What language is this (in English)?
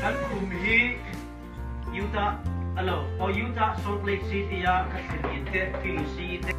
Hmar